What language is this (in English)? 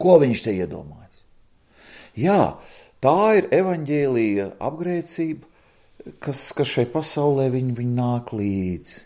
Latvian